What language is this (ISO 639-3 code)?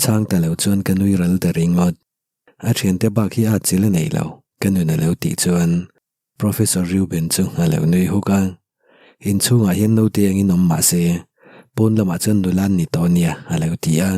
lus